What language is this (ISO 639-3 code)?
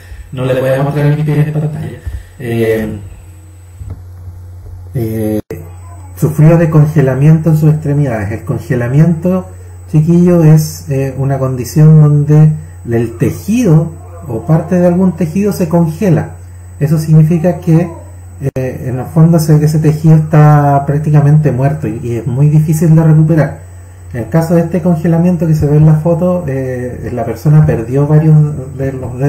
spa